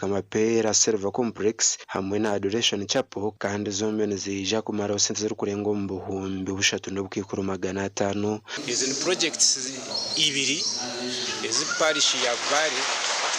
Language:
Nyankole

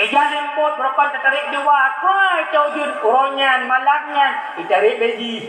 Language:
Achinese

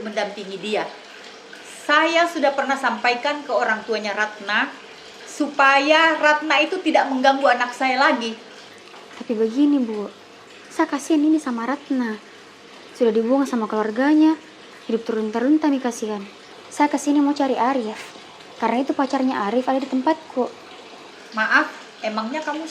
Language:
Makassar Malay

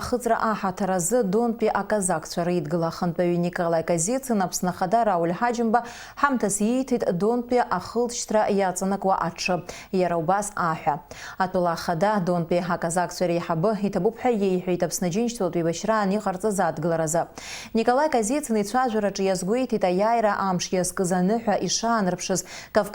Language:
Abkhazian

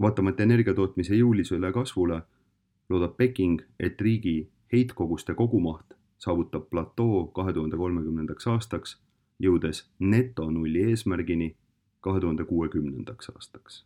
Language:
Estonian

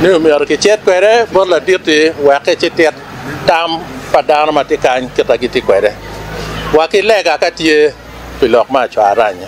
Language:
Acoli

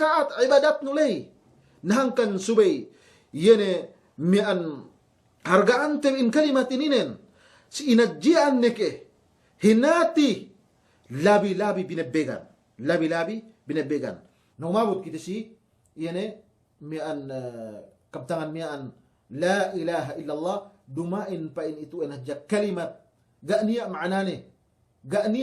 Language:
Yakan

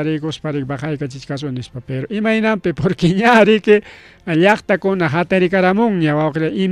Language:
Ayacucho Quechua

